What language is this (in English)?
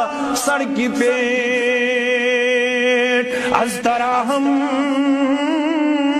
Urdu